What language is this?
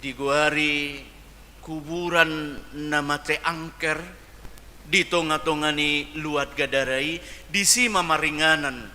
Batak Toba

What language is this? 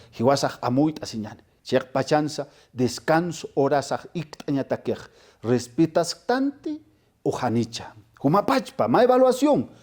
Aymara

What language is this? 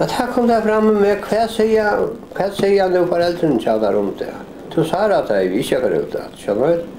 Faroese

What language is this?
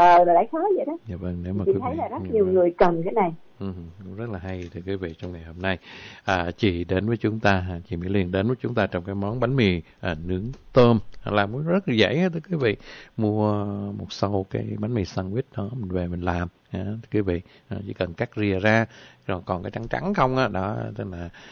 Vietnamese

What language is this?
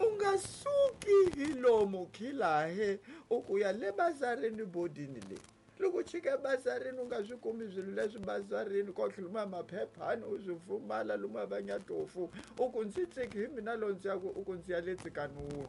Tsonga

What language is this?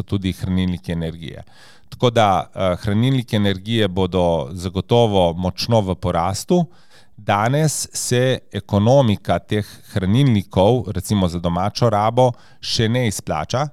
Slovenian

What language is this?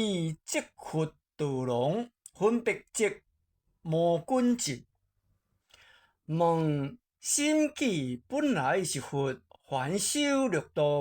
Min Nan Chinese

